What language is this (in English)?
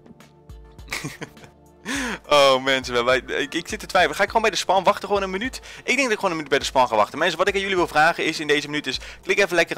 Dutch